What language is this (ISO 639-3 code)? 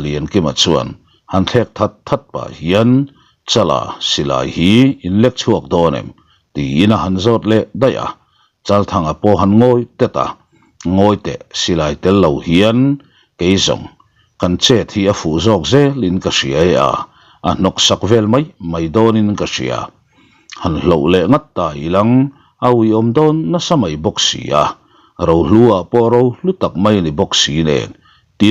lus